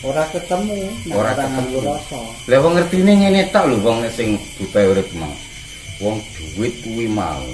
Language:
Javanese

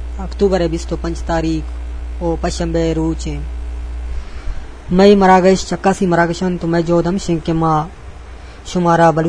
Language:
Eastern Balochi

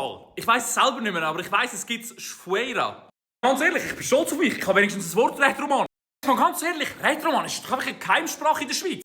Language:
Swiss German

